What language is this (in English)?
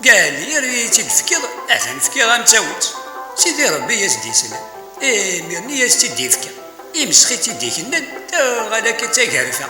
Kabyle